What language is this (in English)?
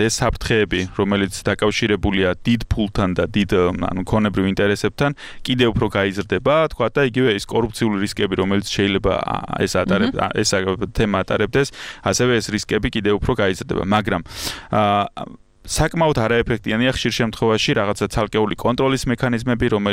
Georgian